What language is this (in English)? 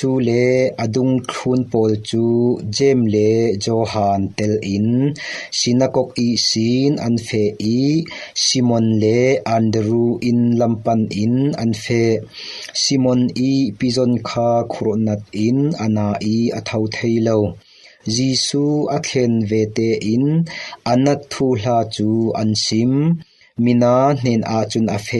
Falam Chin